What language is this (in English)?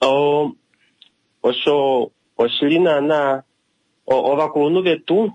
Kuanyama